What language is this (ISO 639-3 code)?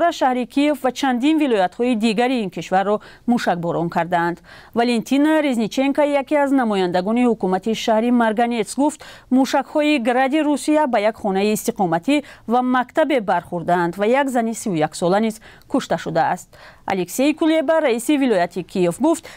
tgk